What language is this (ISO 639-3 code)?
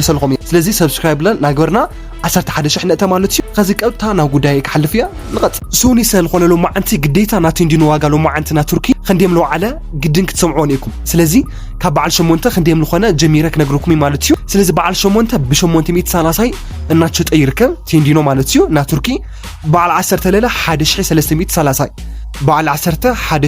tir